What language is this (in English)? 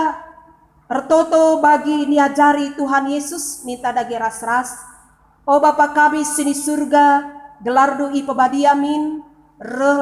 Batak Karo